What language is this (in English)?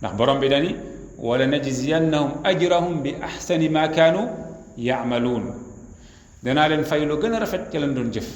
Wolof